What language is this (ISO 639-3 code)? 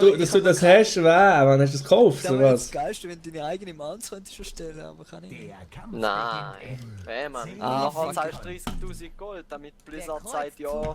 gsw